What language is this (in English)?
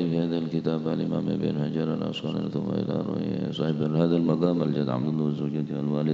Madurese